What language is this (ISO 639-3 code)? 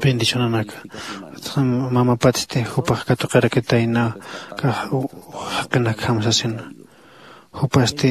aym